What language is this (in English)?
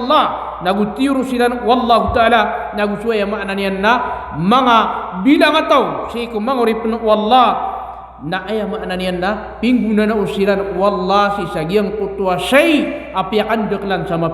Maranao